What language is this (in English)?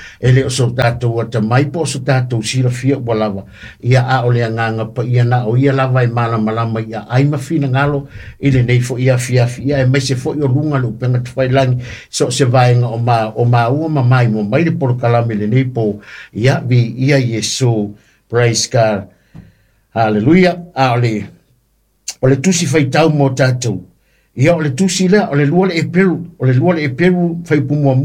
Samoan